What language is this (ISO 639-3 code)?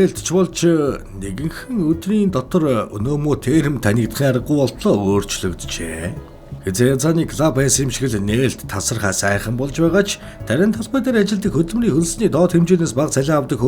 mon